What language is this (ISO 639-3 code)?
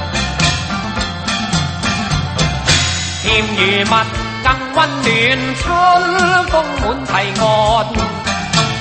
zho